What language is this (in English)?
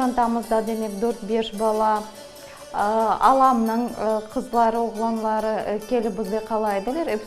Crimean Tatar